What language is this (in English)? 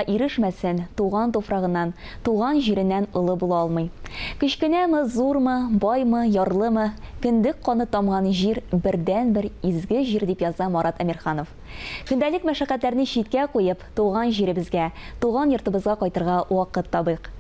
Tatar